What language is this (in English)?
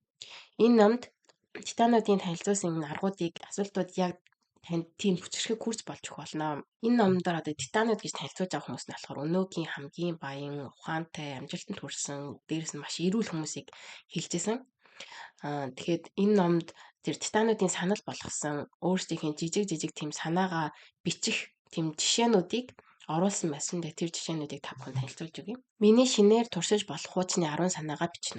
Mongolian